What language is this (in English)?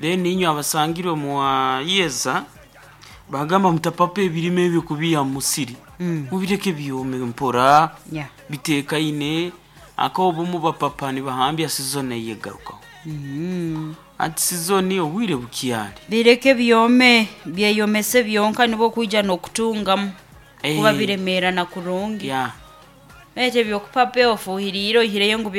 Nyoro